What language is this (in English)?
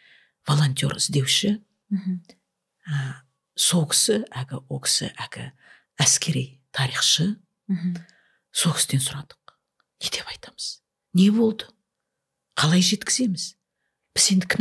Kazakh